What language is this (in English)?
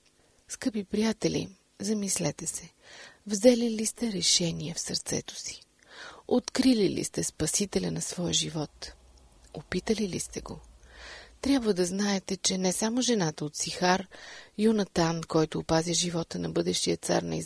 Bulgarian